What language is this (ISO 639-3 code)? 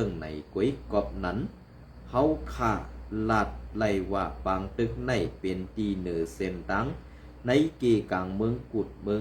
shn